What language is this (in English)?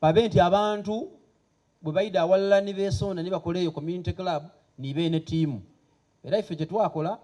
Soga